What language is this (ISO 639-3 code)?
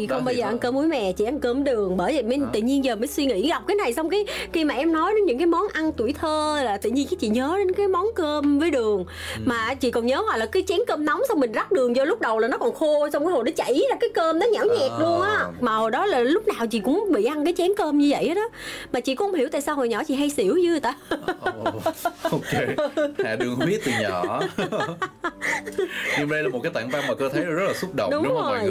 vie